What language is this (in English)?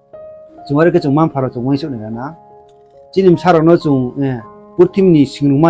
Riang (India)